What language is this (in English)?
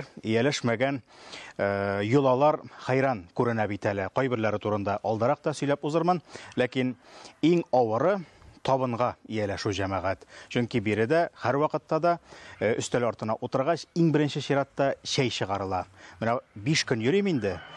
Tatar